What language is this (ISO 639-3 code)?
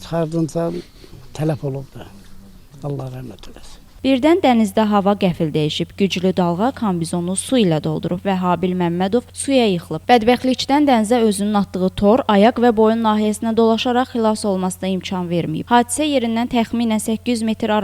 aze